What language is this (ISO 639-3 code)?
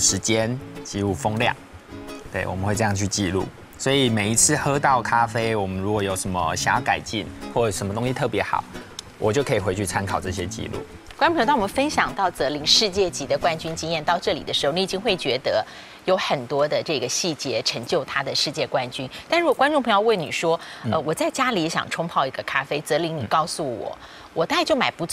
zho